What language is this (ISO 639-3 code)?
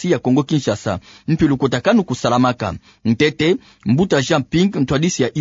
ktu